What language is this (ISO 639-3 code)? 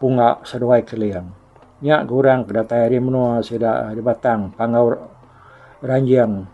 iba